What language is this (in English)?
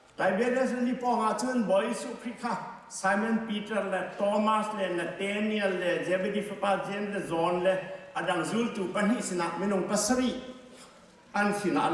Hakha Chin